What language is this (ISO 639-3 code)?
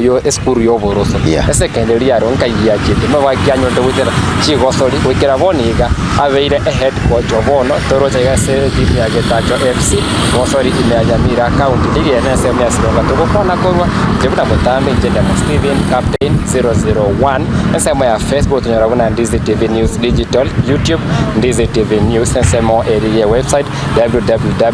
guz